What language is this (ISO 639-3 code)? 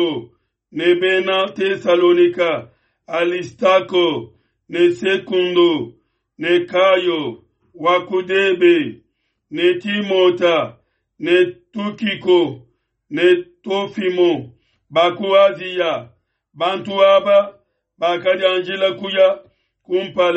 lua